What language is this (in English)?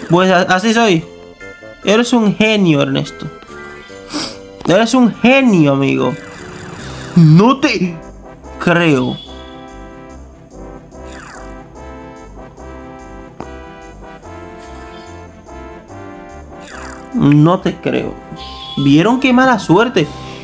Spanish